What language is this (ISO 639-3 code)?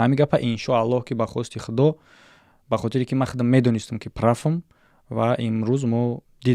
tgk